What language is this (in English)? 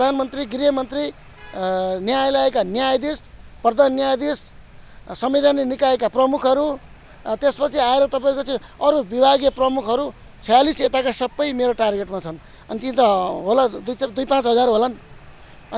Nepali